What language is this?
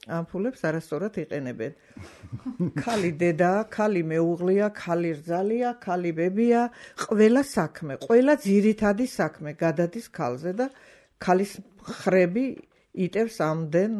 Georgian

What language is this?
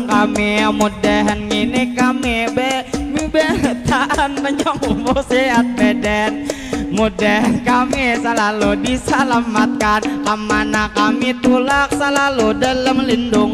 Banjar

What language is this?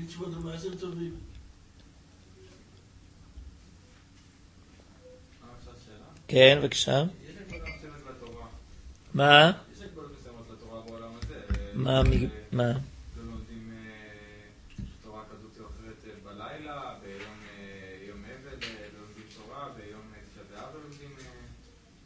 Hebrew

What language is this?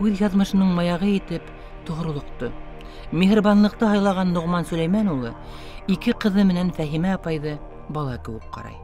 Bashkir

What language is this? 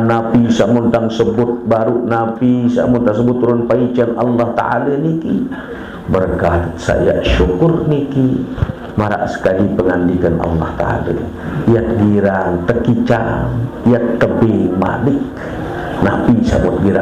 Sasak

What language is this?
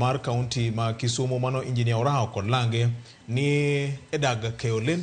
Luo (Kenya and Tanzania)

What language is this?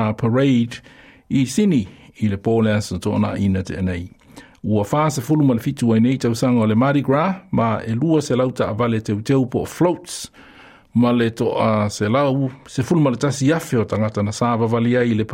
Samoan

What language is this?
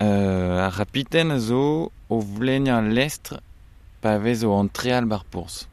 Breton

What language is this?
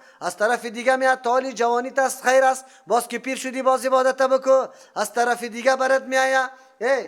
Persian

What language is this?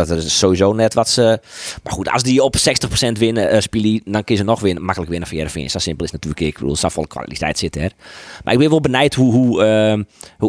Western Frisian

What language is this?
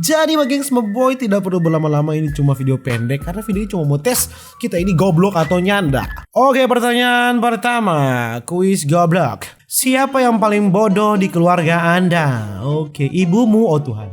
Manado Malay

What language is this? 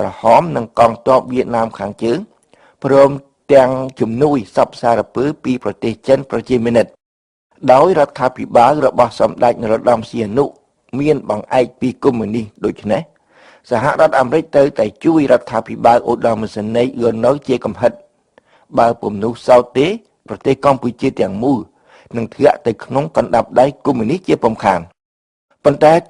Khmer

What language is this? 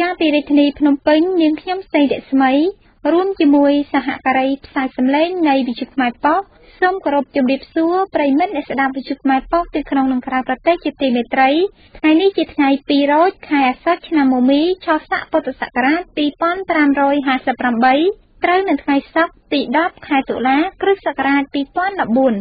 Khmer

